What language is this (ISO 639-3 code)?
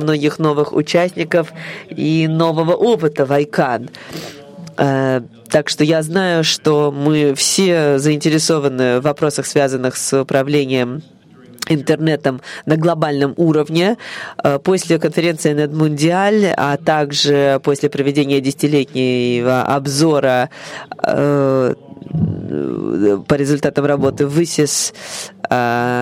rus